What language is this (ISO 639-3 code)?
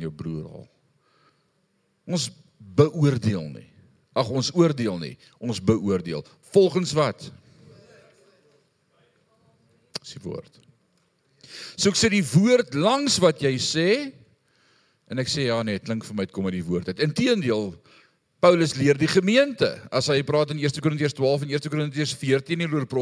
afr